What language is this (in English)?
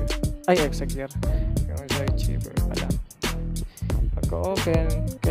Filipino